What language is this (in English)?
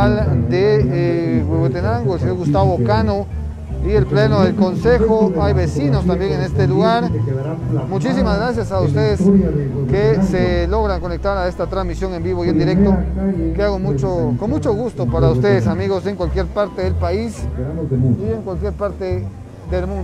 Spanish